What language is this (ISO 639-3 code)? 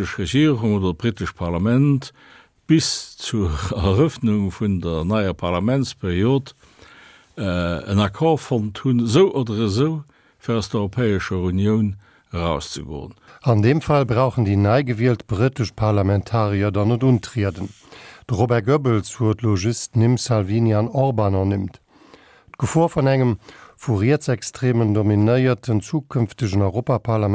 ltz